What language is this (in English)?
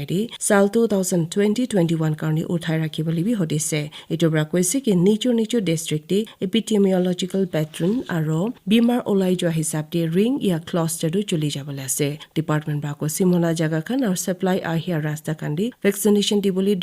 Naga Pidgin